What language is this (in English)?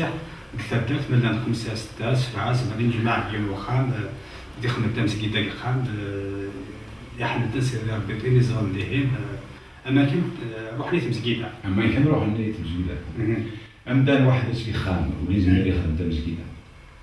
Kabyle